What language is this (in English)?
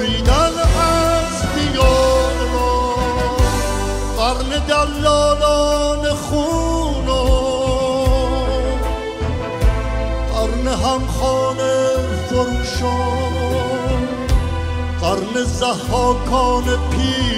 Persian